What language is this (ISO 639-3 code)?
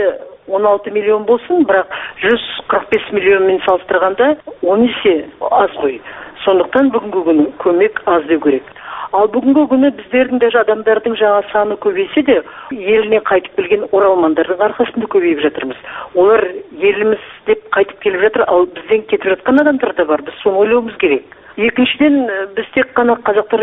kaz